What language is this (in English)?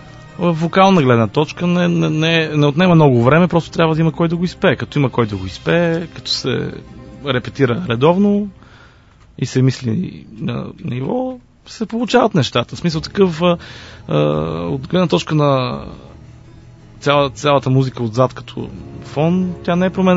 Bulgarian